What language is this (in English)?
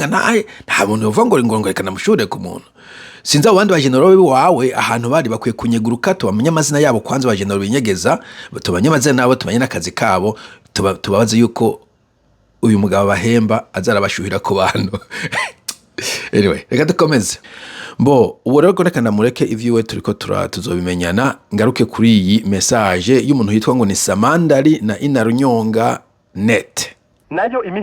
Rundi